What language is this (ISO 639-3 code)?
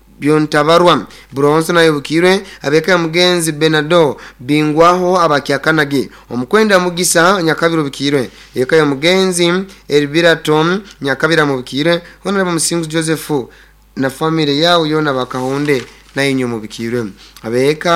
nyo